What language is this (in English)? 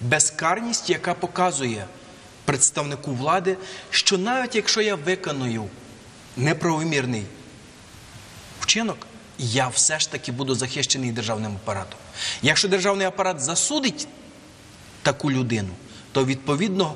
Ukrainian